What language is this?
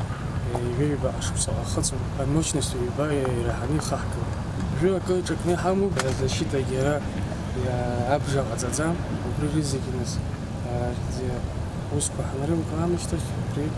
Abkhazian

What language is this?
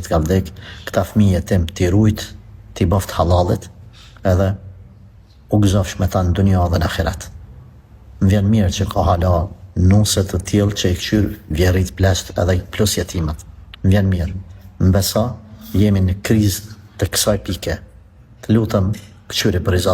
Albanian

